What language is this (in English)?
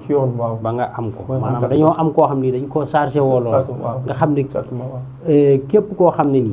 Wolof